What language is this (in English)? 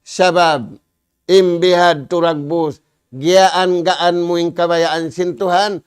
Tausug